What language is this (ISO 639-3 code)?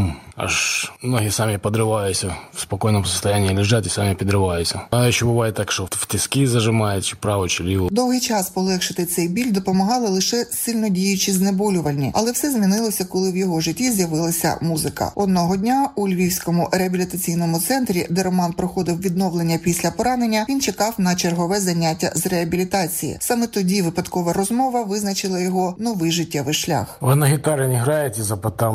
ukr